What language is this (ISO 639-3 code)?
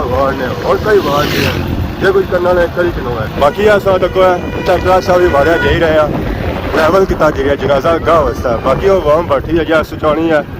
phr